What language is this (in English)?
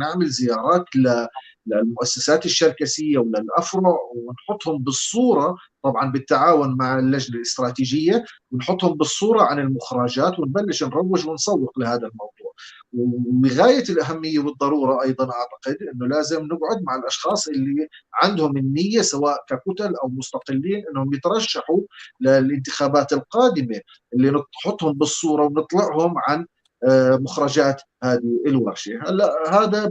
North Levantine Arabic